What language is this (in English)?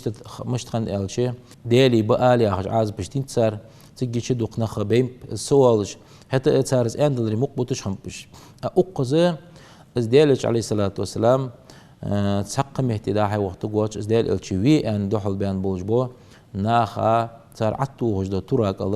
Ingush